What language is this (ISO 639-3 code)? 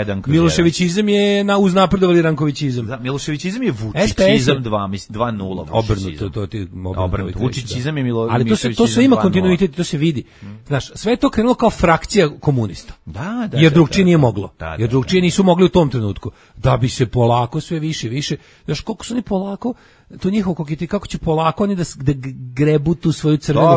srp